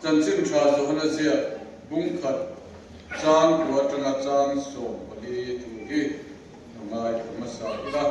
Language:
Mizo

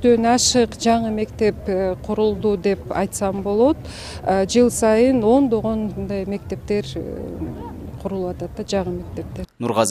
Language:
Kyrgyz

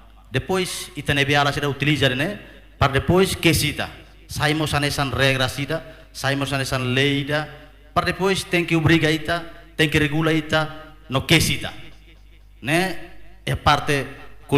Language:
Tetum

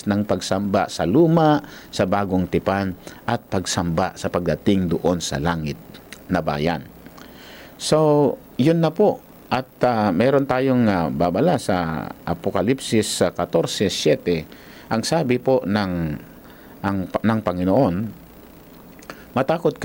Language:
Filipino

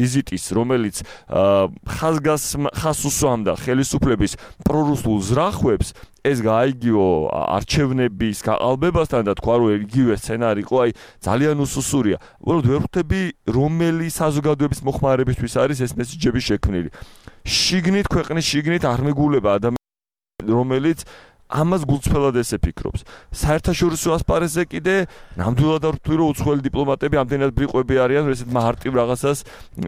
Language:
Georgian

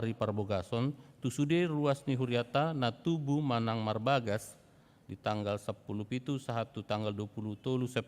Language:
Batak Toba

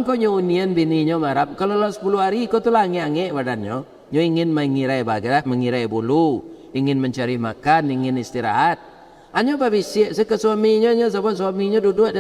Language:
Minangkabau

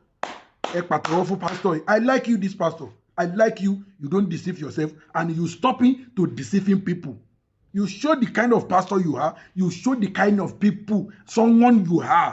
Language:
Yoruba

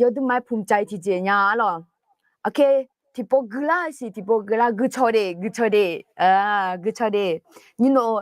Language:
Akha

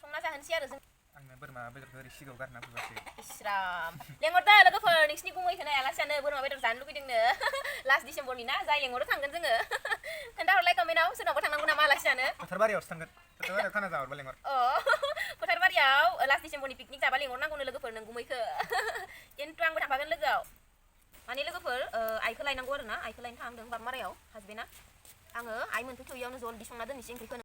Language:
Bodo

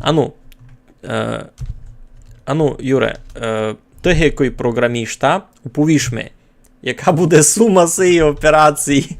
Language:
Rusyn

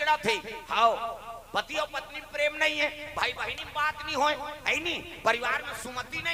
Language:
Chhattisgarhi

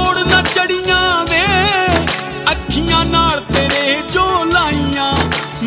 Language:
Punjabi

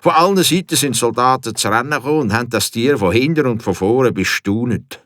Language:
Swiss German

